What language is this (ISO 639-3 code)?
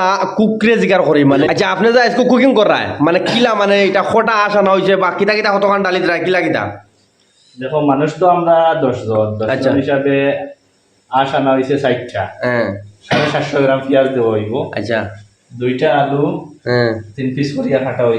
syl